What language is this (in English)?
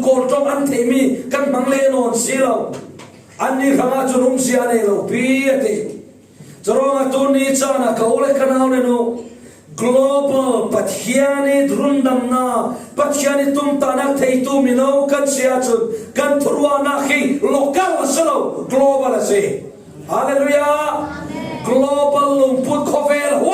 Falam Chin